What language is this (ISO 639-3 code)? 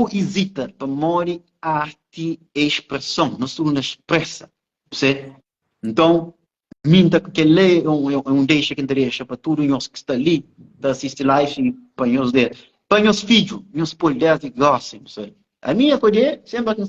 kea